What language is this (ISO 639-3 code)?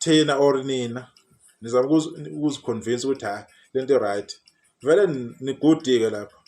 zul